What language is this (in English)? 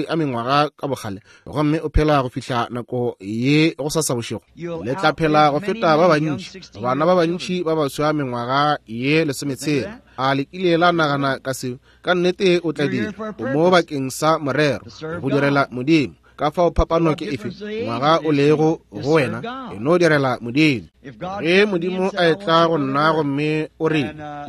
Northern Sotho